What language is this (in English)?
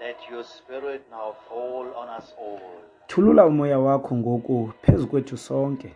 Xhosa